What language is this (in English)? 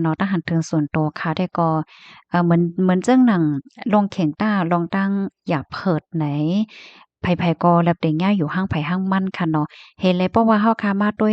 Shan